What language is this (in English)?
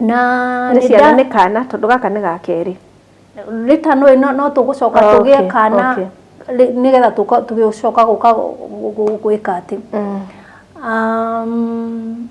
Kikuyu